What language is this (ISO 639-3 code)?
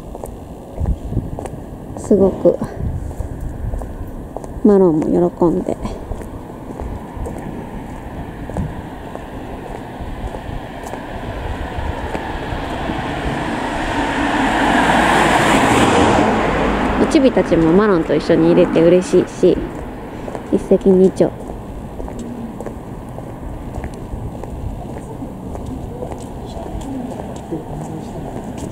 jpn